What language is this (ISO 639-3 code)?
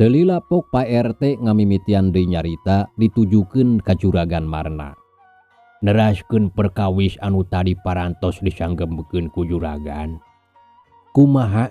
sun